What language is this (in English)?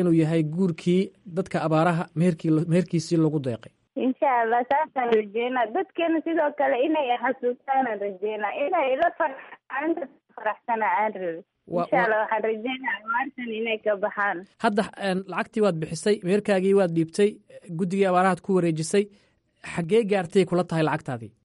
Somali